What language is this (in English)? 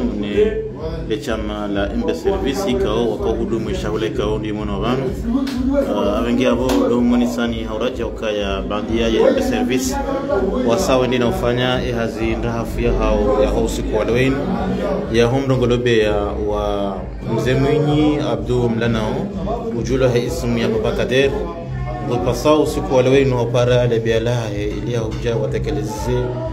Swahili